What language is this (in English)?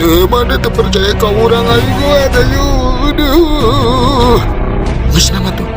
Sundanese